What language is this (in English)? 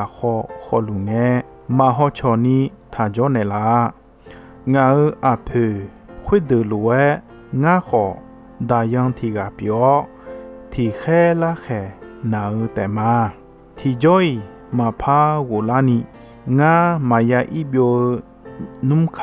Akha